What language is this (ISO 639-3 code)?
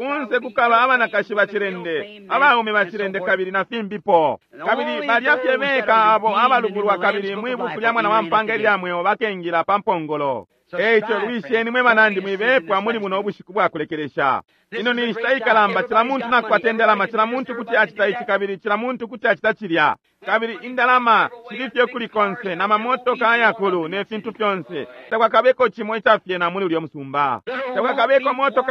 bem